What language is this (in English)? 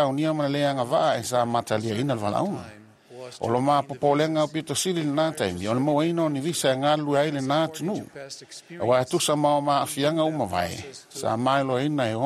Samoan